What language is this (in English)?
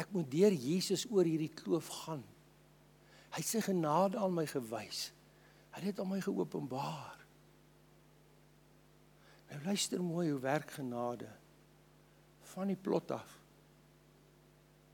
Afrikaans